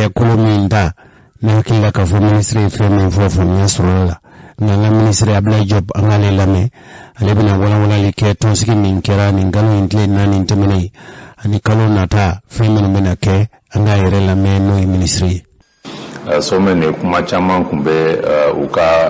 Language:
Bambara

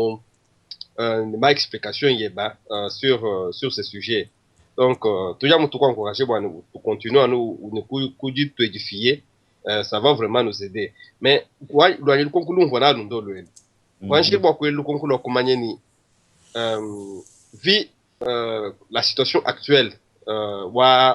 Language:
Luba-Lulua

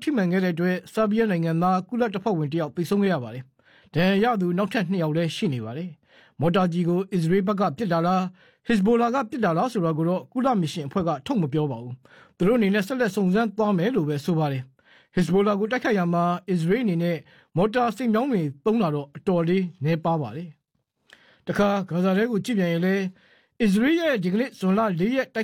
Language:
Burmese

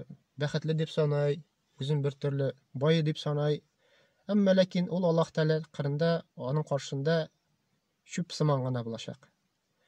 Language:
Tatar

